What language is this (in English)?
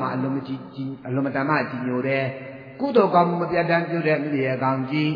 Burmese